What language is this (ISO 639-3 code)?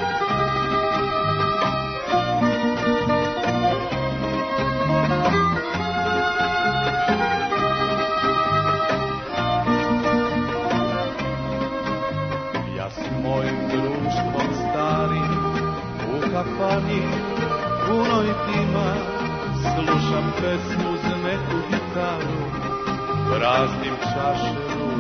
srp